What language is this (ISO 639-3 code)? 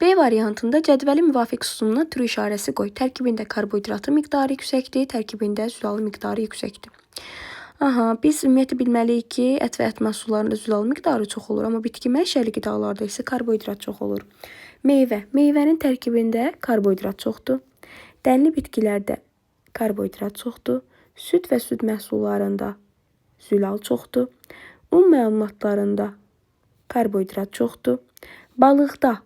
aze